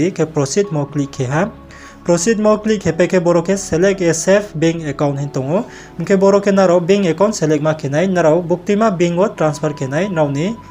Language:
Riang (India)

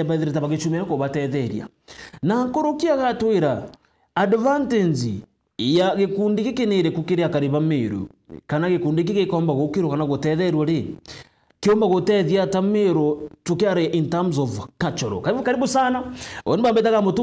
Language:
Meru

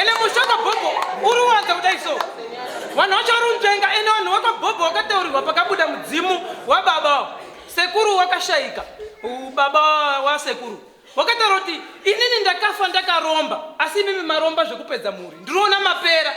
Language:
Shona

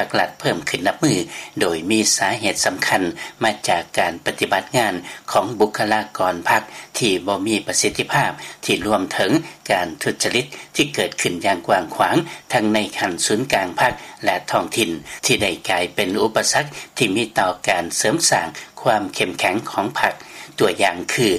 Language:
Lao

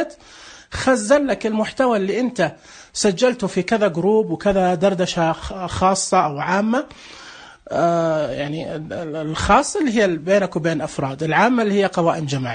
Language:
Najdi Arabic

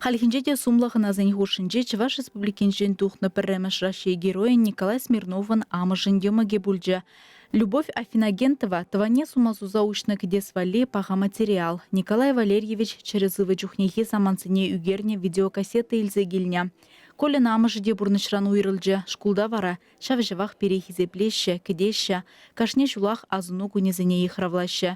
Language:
Chuvash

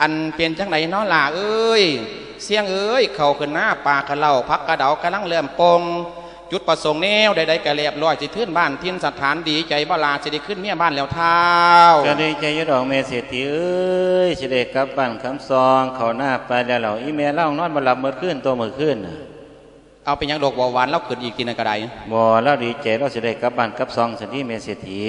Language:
Lao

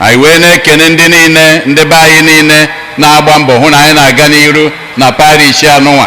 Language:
Igbo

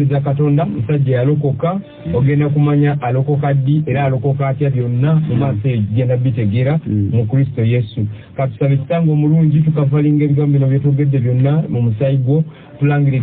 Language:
Ganda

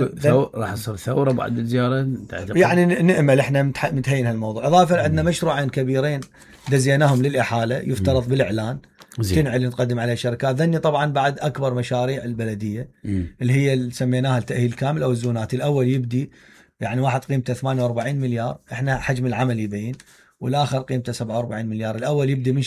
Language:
Mesopotamian Arabic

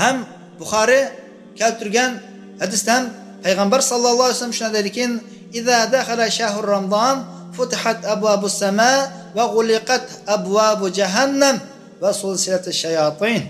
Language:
Uyghur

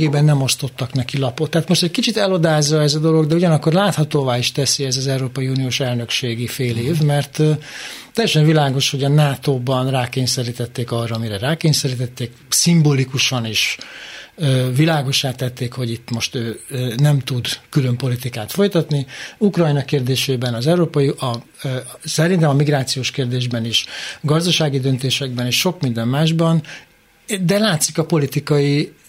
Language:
Hungarian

